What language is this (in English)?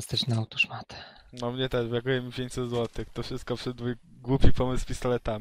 Polish